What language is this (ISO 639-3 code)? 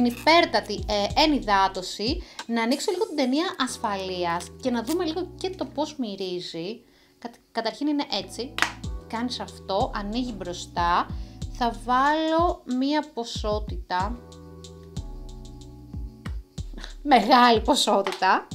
ell